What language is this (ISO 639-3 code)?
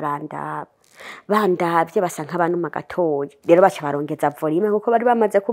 run